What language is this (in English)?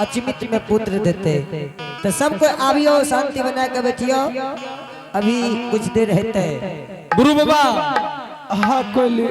Angika